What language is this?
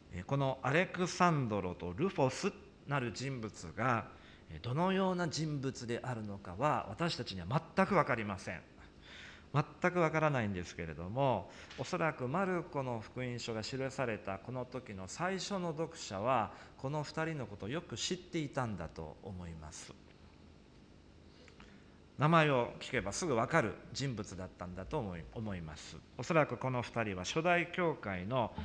Japanese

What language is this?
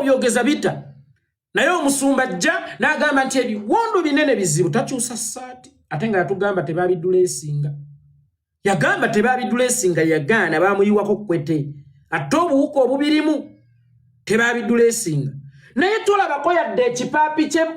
Ganda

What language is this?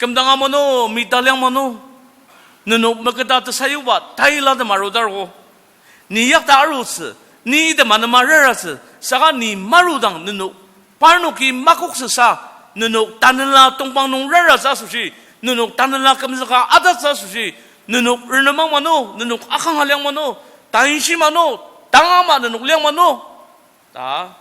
Ao Naga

